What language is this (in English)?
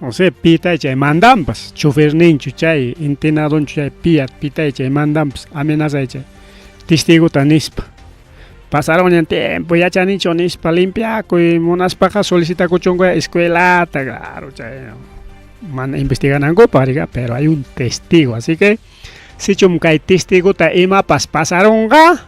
Ayacucho Quechua